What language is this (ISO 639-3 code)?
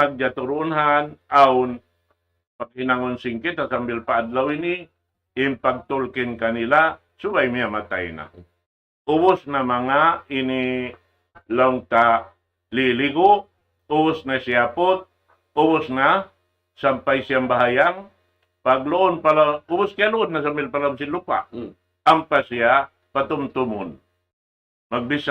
tsg